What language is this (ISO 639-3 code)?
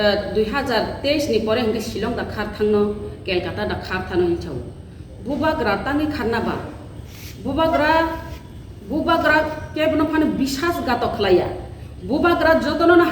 trp